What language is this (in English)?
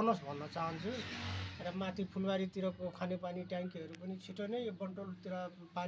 Nepali